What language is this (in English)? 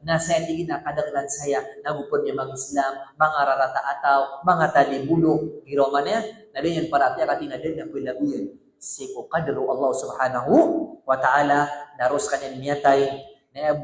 Maranao